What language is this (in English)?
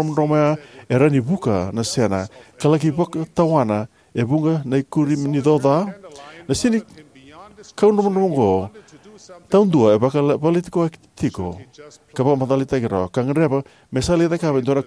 Fijian